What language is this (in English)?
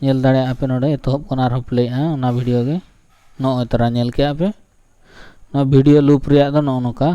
Santali